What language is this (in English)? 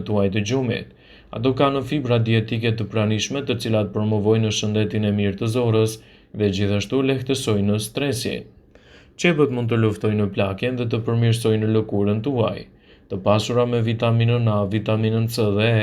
Albanian